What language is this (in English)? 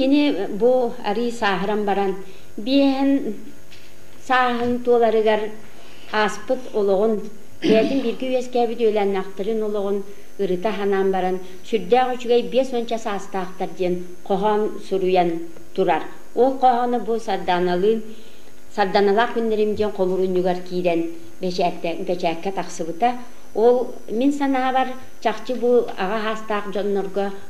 Yakut